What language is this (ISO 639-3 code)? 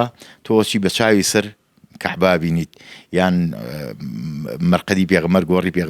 ckb